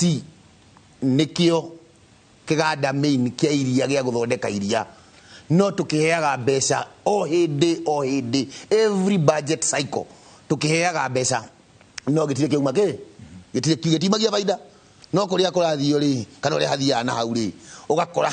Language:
Kikuyu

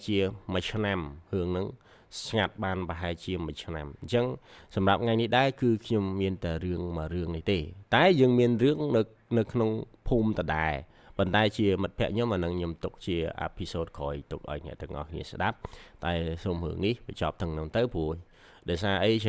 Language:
Khmer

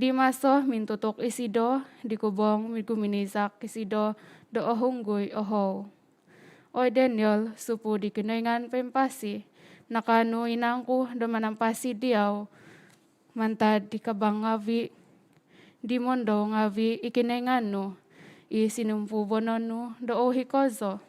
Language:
Central Dusun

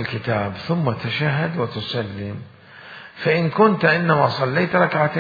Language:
Mesopotamian Arabic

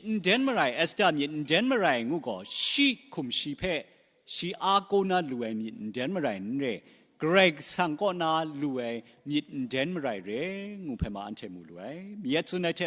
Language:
Kachin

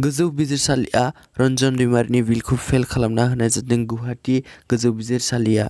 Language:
Bodo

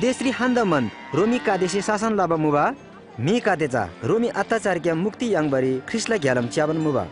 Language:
Eastern Tamang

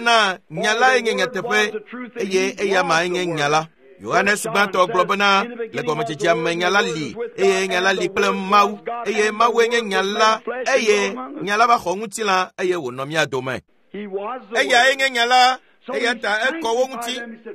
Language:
Ewe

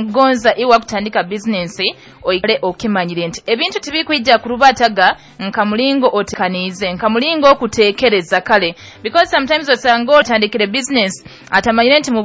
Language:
Nyoro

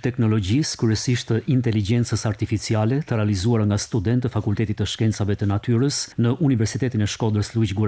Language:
Albanian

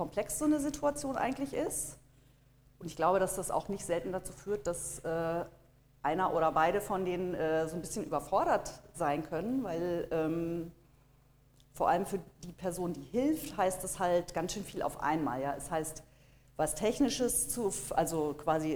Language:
German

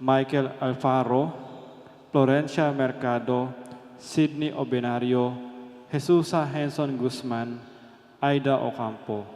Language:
Pampanga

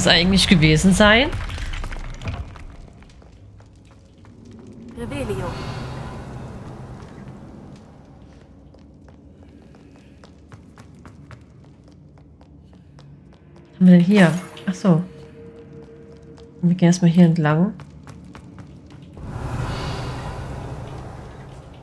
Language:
German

